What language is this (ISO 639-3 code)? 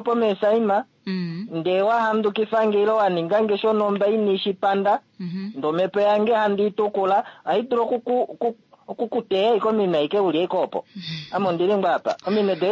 kua